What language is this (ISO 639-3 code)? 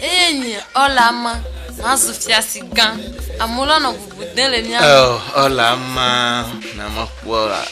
ewe